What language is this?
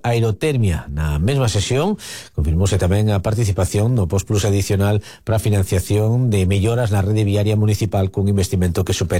Galician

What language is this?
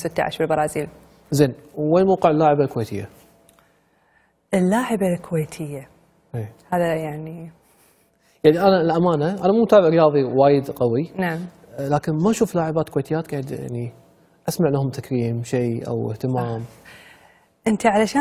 Gulf Arabic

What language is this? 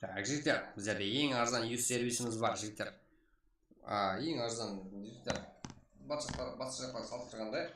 Kara-Kalpak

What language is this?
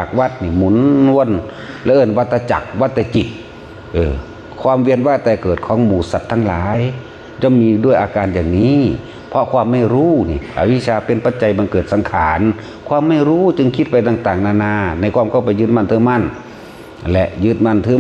Northeastern Thai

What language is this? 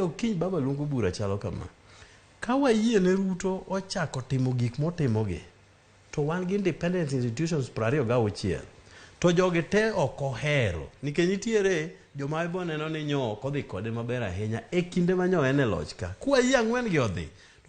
Luo (Kenya and Tanzania)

